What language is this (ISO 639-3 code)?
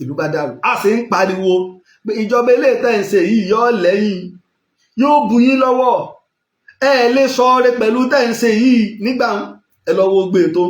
yor